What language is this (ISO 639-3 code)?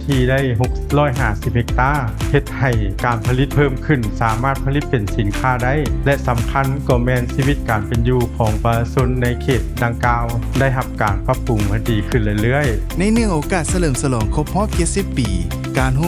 lao